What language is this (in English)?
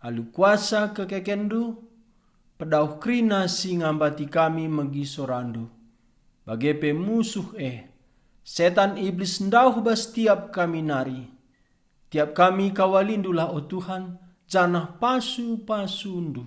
Batak Karo